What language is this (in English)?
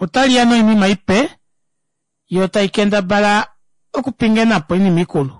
Kuanyama